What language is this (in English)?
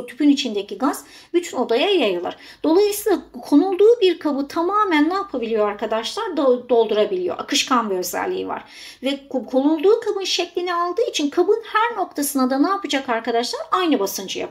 Turkish